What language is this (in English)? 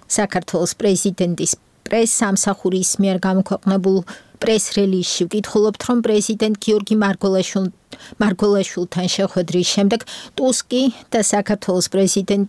Georgian